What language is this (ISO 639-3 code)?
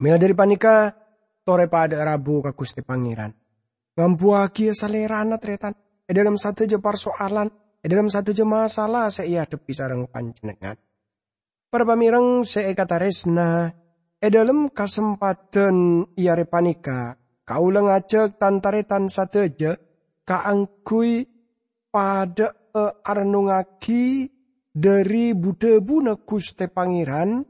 mad